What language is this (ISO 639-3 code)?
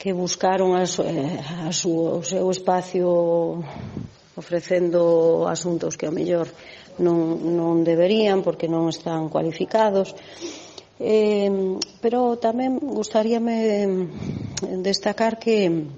glg